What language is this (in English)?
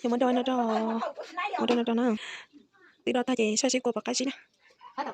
Hmong